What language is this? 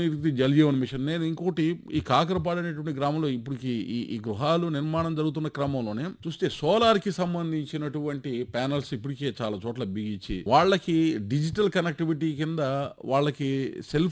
Telugu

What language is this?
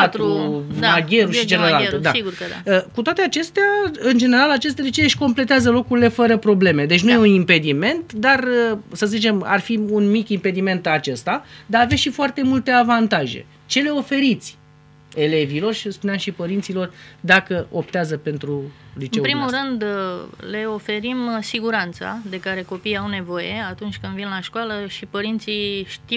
Romanian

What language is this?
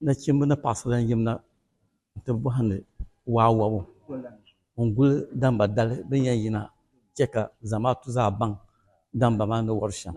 Dagbani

